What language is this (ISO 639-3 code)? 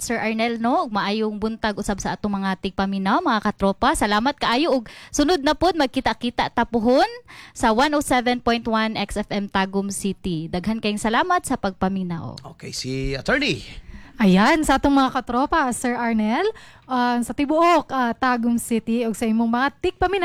ceb